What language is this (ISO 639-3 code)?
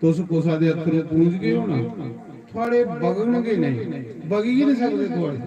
doi